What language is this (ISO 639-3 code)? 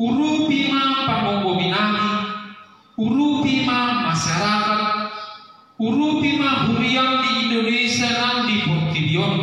bbc